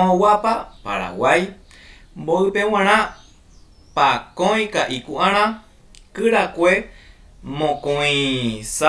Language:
Guarani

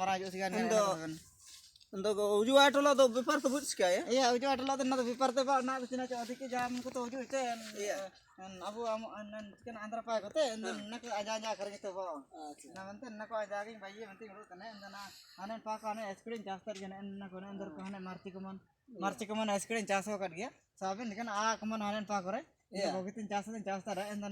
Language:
Ho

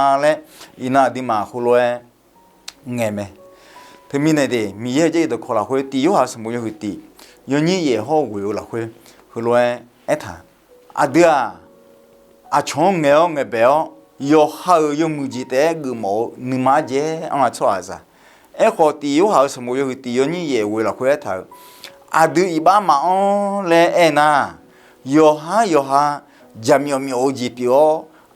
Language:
Akha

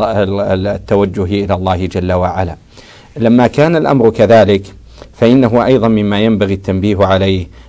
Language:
Arabic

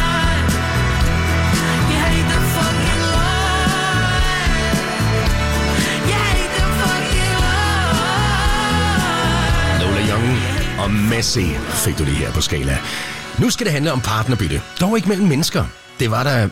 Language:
Danish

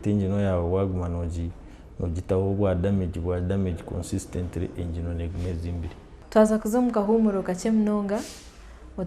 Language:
Nyankole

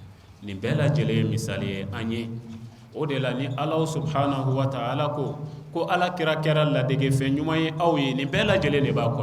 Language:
Bambara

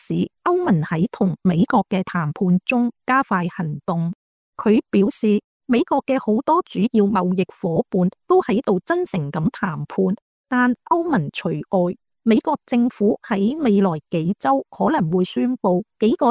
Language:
Cantonese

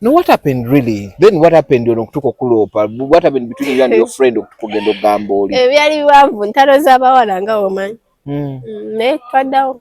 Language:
Ganda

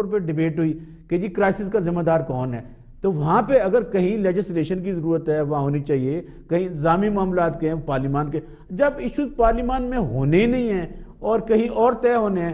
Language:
Urdu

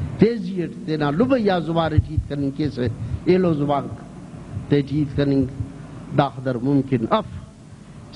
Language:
Brahui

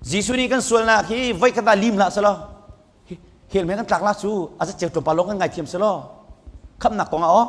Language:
Hakha Chin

